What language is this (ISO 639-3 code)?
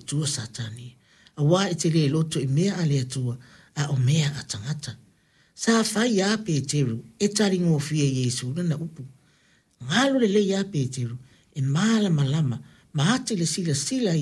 smo